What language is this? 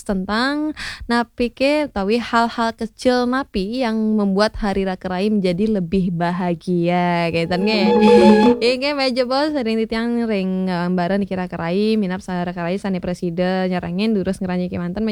Balinese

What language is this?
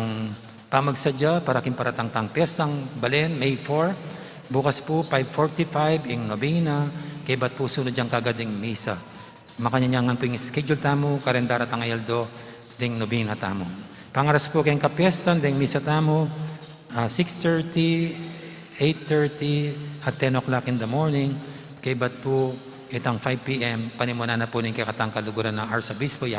Pampanga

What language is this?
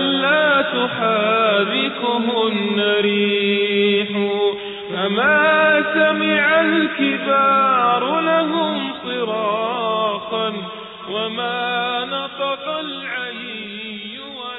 Bosnian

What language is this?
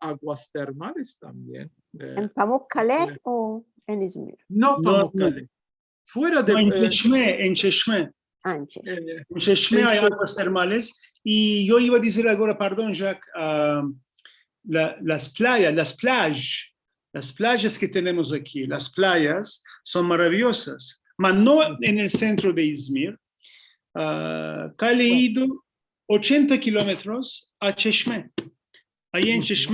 Ladino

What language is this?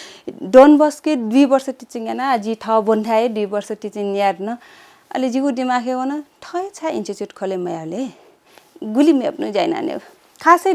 Newari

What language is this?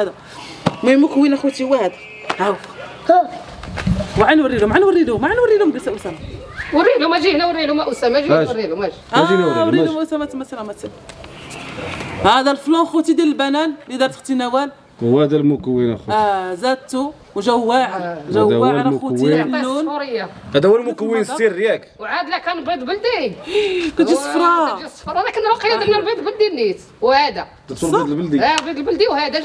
Moroccan Arabic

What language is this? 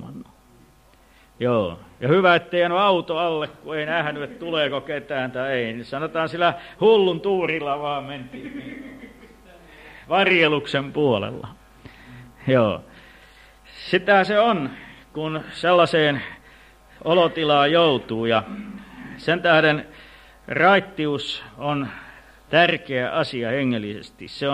Finnish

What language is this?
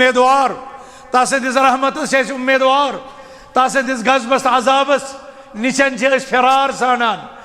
Kashmiri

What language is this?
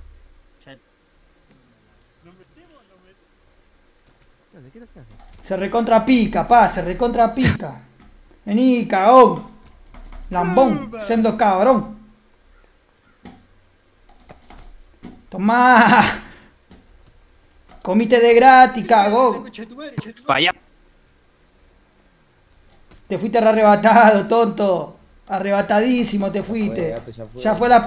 Spanish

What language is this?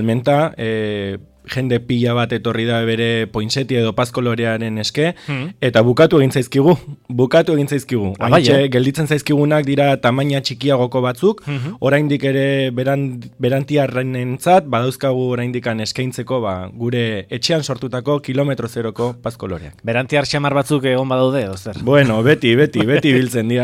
Basque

